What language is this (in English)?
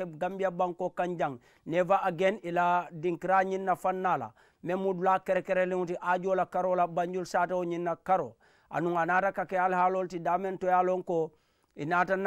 Mandingo